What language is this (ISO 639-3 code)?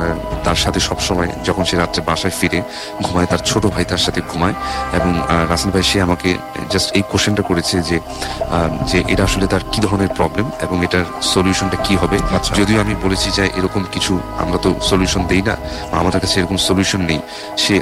ben